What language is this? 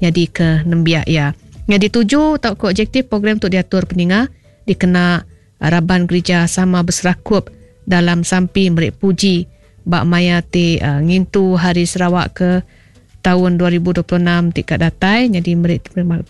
Iban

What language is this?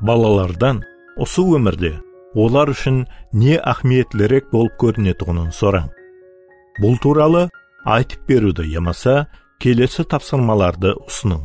Kara-Kalpak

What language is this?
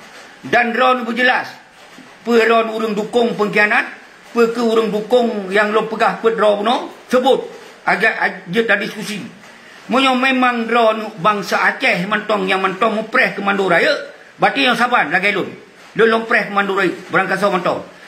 Achinese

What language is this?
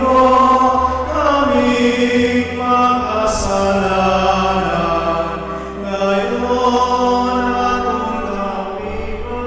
Pampanga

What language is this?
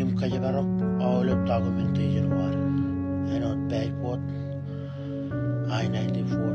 Marshallese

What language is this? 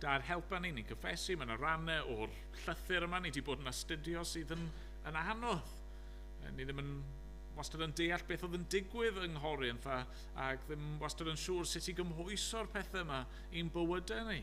Welsh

